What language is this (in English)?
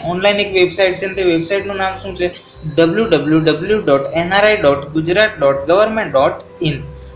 Gujarati